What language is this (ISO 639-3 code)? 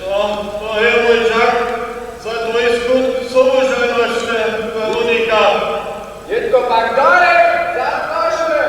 hsb